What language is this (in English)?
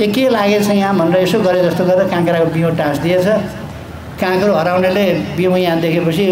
Nepali